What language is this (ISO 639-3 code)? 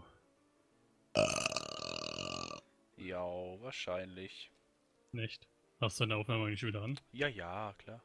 deu